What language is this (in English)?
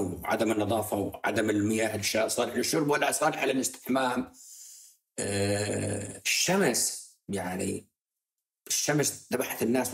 North Levantine Arabic